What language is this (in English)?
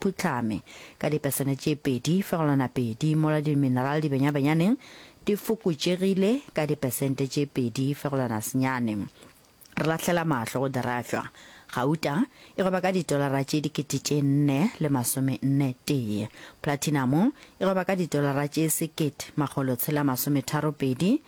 Northern Sotho